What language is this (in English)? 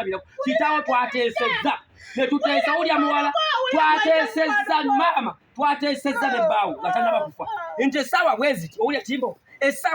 Ganda